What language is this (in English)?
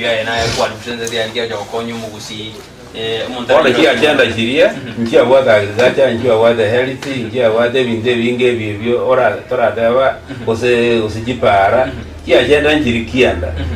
Gusii